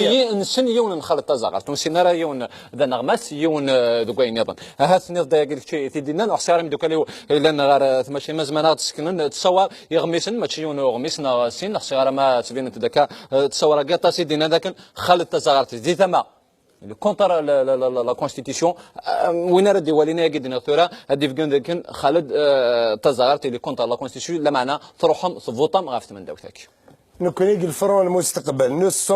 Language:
Kabyle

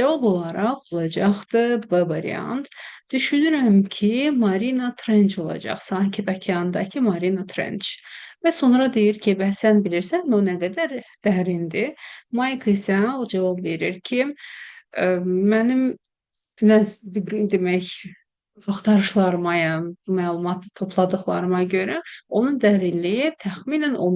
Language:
Azerbaijani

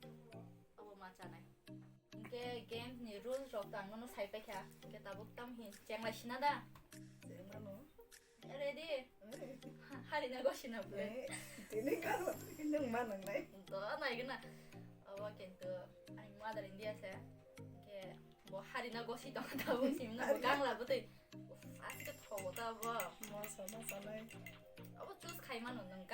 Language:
Kok Borok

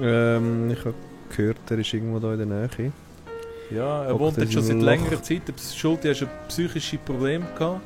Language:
Swiss German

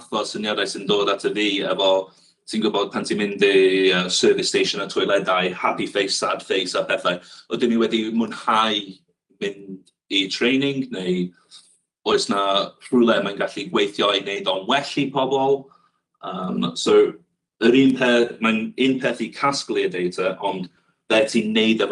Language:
Welsh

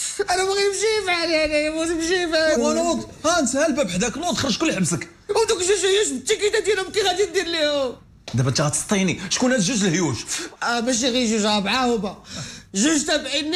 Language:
Moroccan Arabic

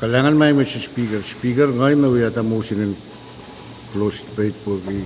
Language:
Pohnpeian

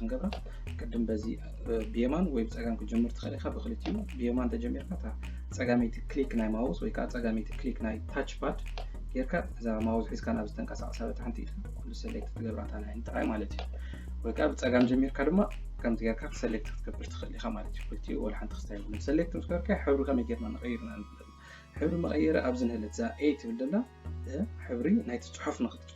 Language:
Tigrinya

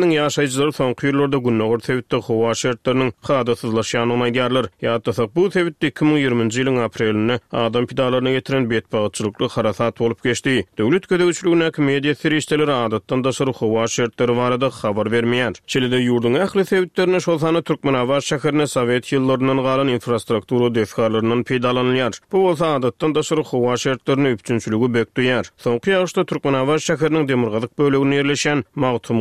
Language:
Turkmen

